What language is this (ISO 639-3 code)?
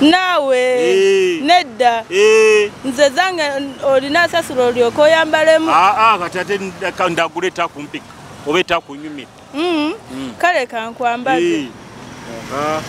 nyo